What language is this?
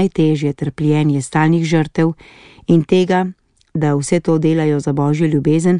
Slovenian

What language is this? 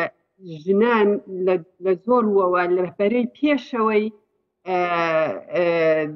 Central Kurdish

